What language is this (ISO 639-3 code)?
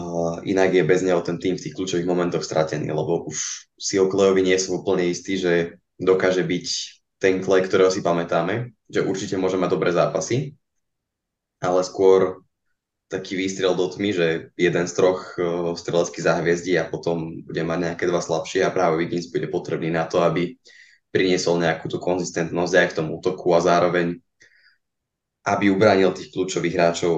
slk